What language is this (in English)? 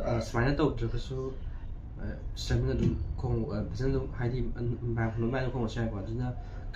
Manipuri